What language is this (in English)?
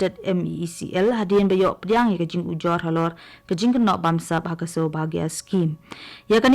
Khasi